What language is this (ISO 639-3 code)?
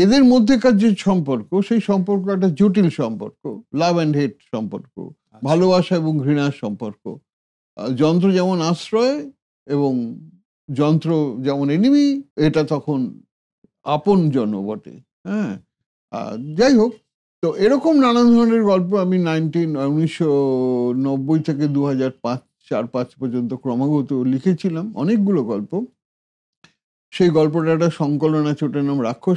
ben